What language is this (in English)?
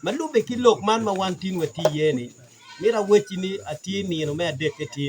Acoli